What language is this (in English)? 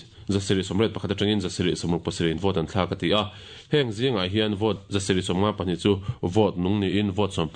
Mizo